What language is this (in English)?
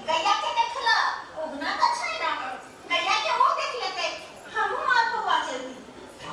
Maithili